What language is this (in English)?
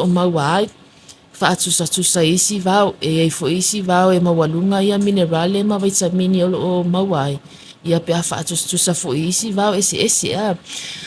Samoan